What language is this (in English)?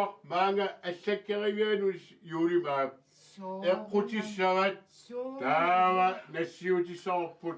Kalaallisut